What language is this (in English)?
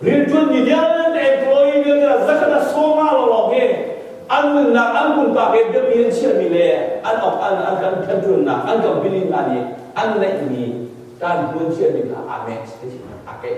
Hakha Chin